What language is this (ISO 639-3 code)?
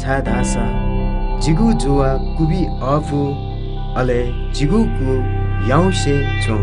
new